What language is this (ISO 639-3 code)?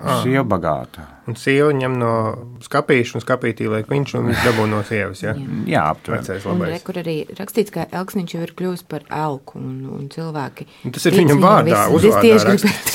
lav